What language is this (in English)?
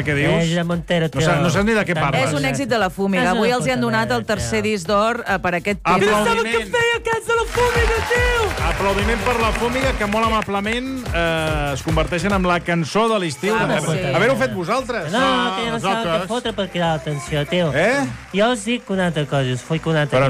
Catalan